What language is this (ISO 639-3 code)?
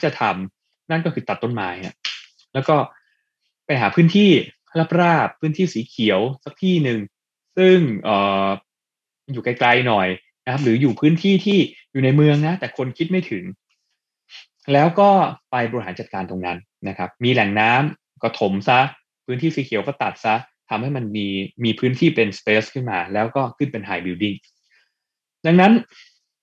tha